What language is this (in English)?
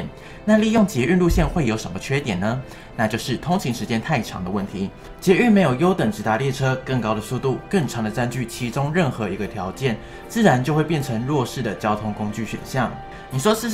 Chinese